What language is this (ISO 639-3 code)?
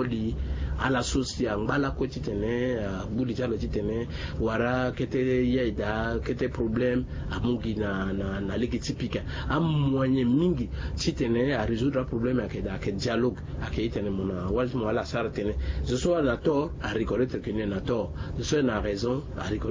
sag